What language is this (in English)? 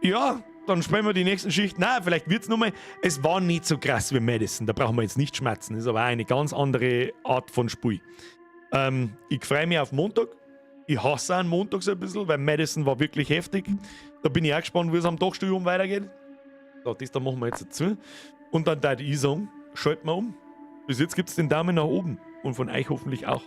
Bavarian